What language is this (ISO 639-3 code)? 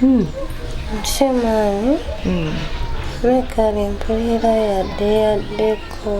lug